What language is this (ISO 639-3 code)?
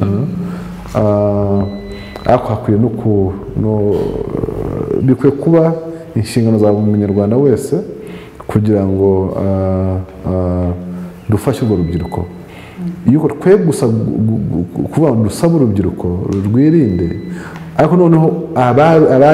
kin